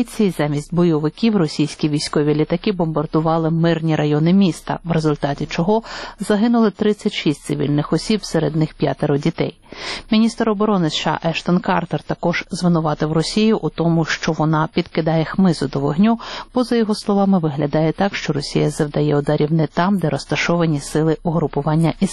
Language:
Ukrainian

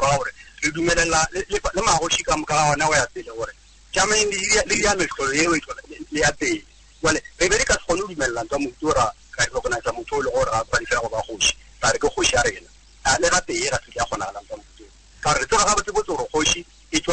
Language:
Northern Sotho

